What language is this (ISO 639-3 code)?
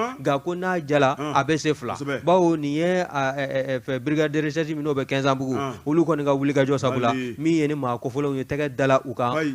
bam